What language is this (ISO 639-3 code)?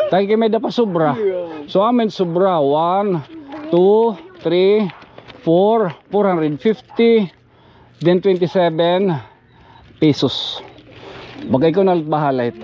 war